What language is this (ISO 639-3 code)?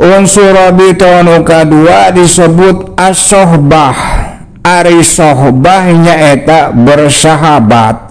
sun